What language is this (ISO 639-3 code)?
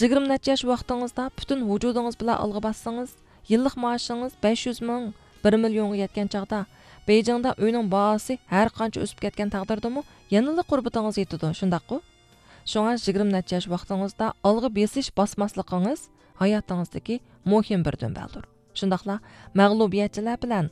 uig